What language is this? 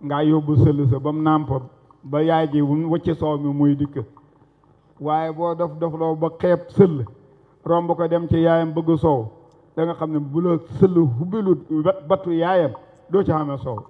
Wolof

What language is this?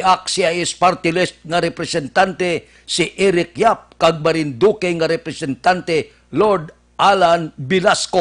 Hiligaynon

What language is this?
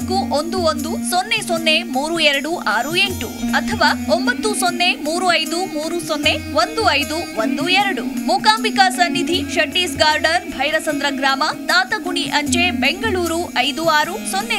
Kannada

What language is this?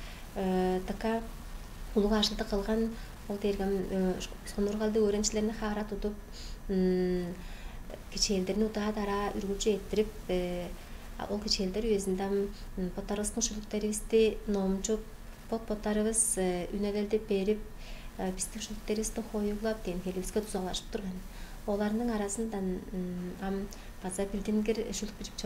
Tuvinian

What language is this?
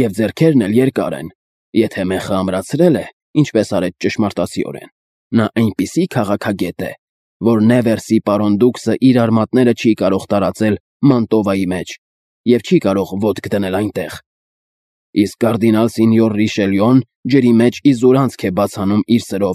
Armenian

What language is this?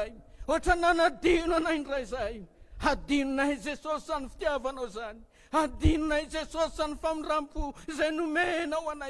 Malagasy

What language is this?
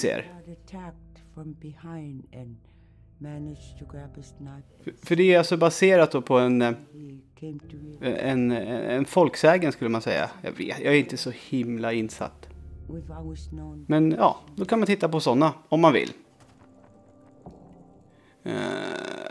Swedish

